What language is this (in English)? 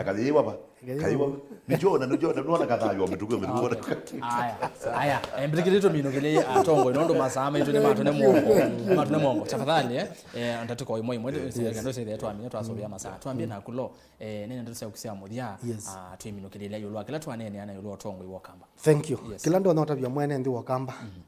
Kamba